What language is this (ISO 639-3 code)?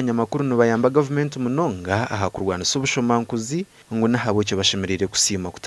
nyn